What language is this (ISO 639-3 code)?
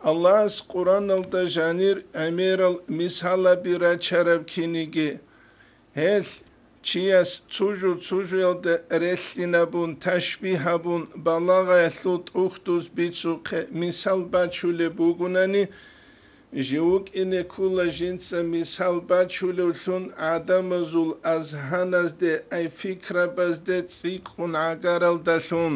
ava